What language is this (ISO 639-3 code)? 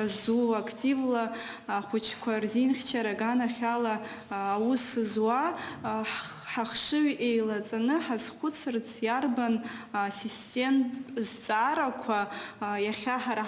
abk